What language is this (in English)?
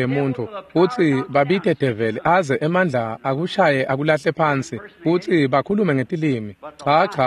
Swati